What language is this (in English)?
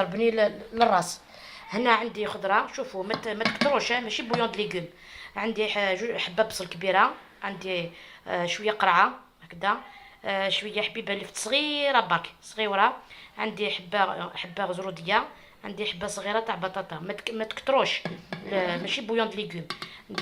Algerian Arabic